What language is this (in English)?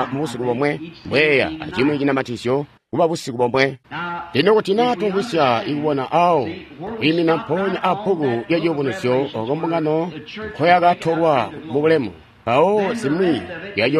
Tonga (Zambia)